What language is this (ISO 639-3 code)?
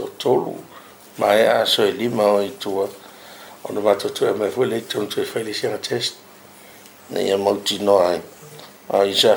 smo